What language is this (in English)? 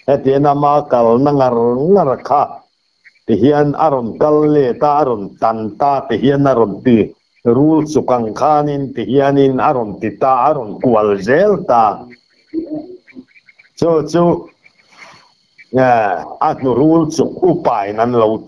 Mizo